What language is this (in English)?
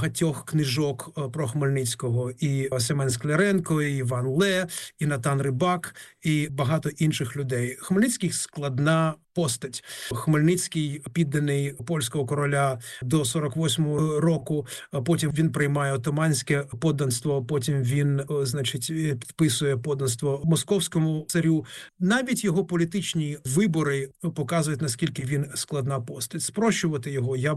Ukrainian